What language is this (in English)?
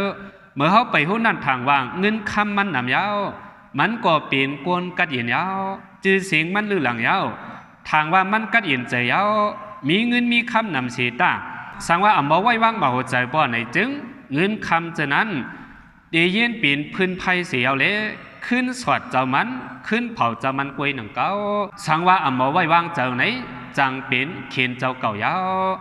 Shan